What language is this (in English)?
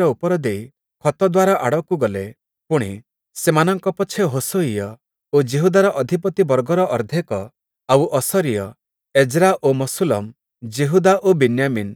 Odia